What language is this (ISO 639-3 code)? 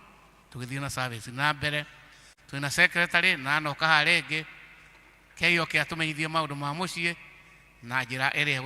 kik